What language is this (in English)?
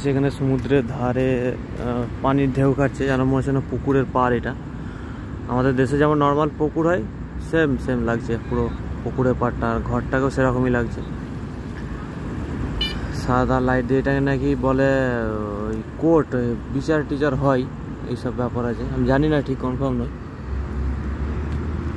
Bangla